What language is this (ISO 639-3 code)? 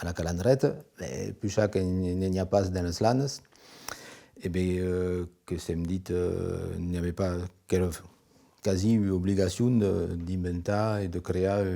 oci